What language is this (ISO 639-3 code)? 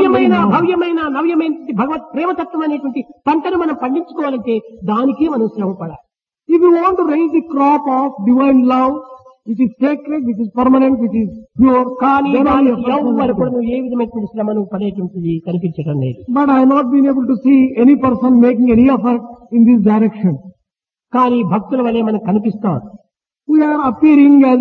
tel